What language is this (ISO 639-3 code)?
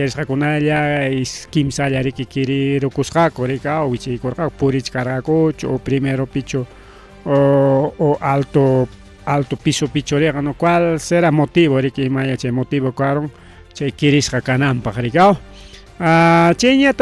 quy